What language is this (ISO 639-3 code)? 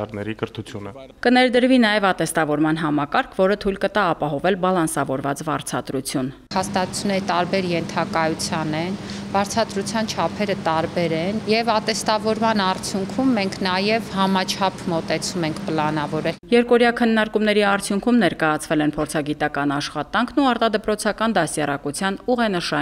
hye